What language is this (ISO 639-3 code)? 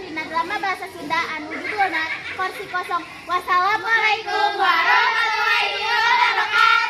sun